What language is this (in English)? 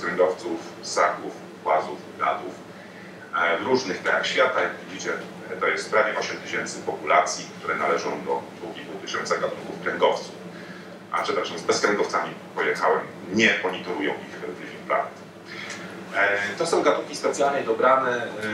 Polish